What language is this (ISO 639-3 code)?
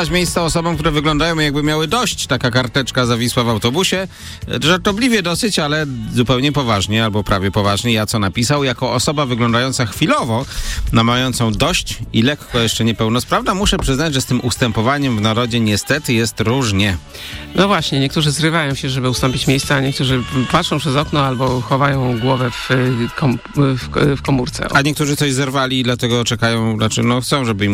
pol